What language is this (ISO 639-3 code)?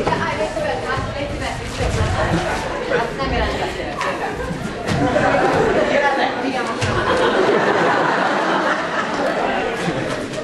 hun